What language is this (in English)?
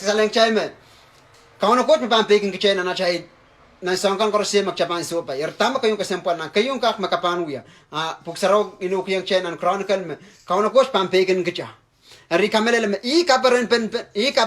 Pohnpeian